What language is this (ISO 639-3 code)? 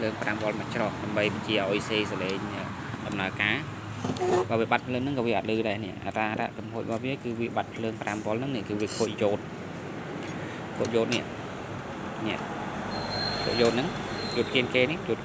khm